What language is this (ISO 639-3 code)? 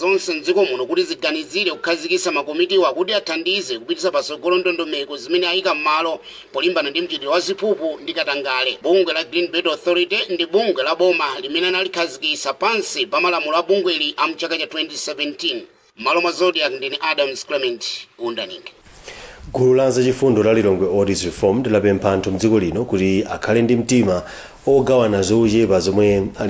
nya